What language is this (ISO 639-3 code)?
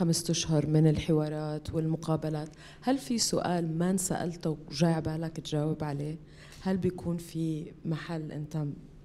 apc